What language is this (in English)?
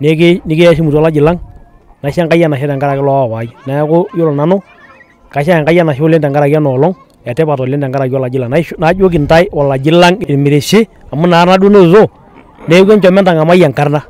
Masai